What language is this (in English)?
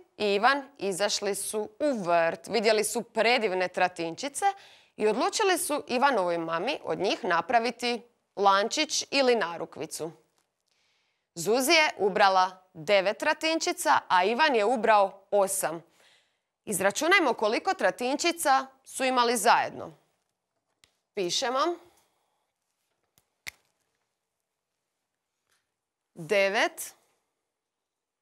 Croatian